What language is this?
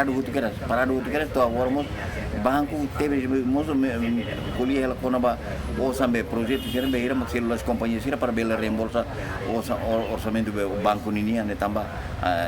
Tetum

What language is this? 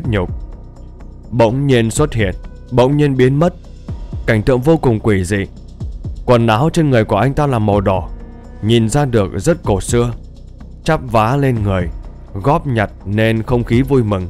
Vietnamese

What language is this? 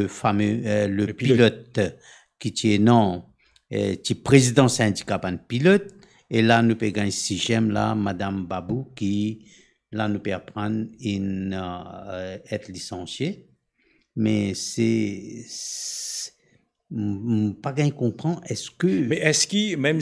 Morisyen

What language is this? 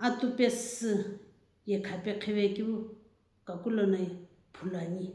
Sumi Naga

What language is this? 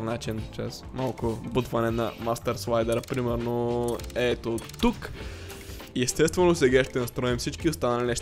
Bulgarian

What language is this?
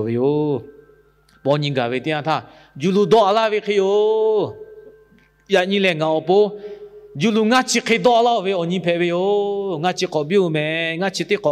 Lahu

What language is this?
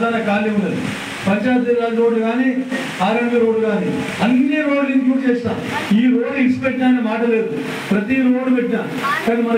Telugu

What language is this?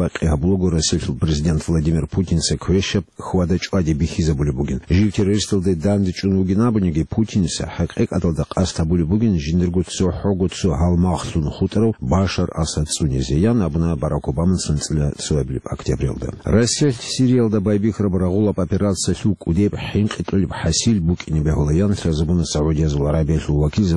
Avaric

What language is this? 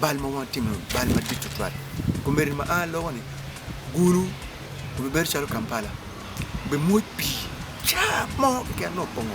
Acoli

